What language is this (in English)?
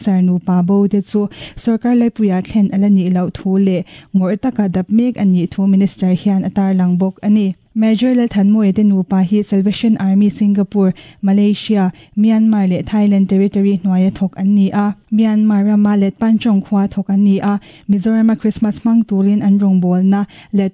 Mizo